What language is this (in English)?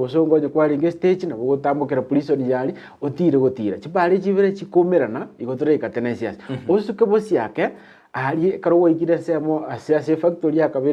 Gusii